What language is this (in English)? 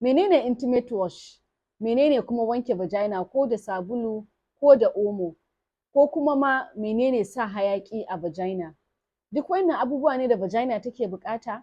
Hausa